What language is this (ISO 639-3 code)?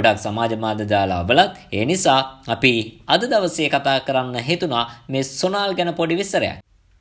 sin